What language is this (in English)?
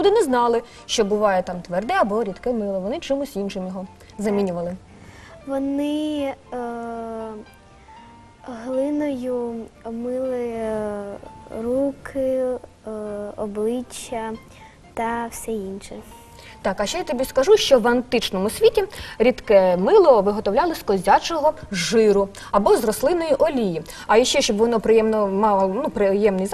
Ukrainian